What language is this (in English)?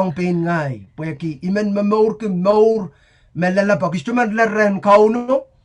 Pohnpeian